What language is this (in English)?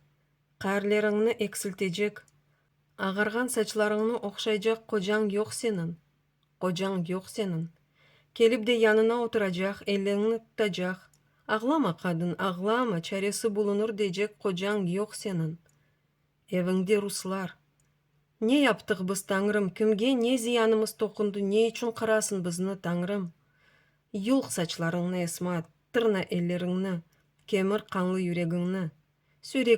Crimean Tatar